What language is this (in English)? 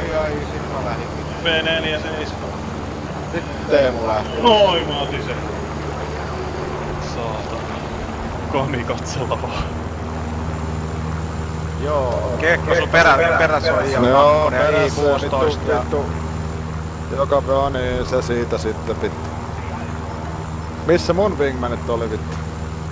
Finnish